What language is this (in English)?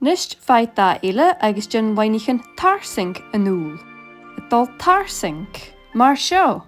Scottish Gaelic